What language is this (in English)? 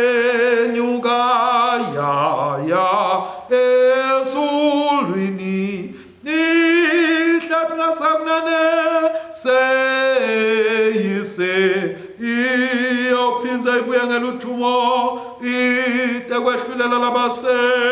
Swati